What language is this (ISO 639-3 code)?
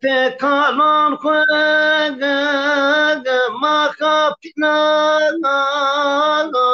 zza